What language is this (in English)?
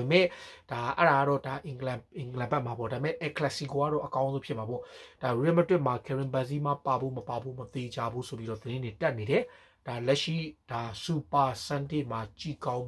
Burmese